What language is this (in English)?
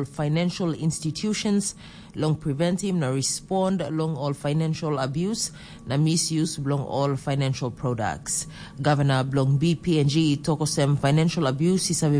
Tok Pisin